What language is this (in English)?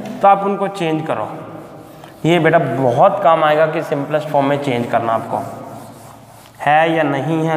Hindi